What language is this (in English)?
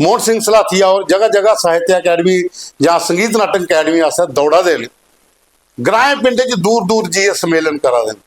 Dogri